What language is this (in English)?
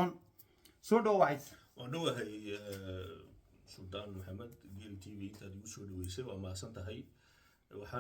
Somali